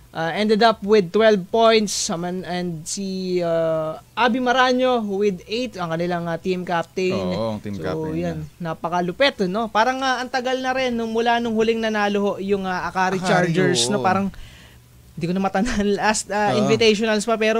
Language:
Filipino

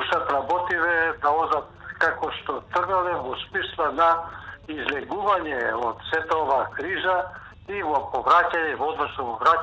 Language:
Macedonian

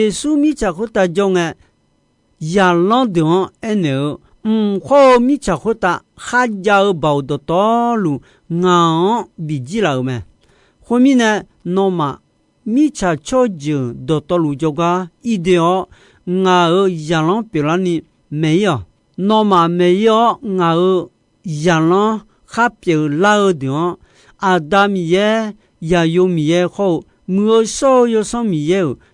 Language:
Akha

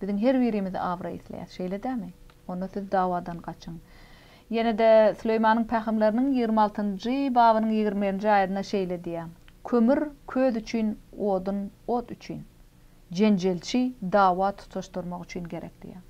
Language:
Turkmen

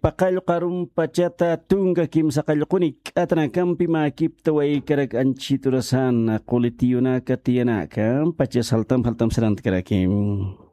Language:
Aymara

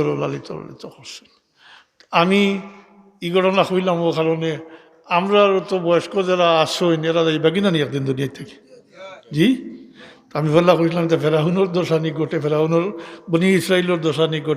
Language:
Sylheti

